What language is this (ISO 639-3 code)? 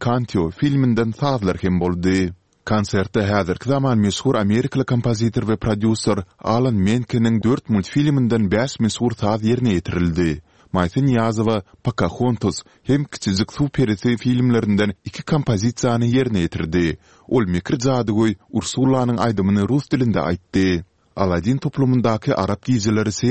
tuk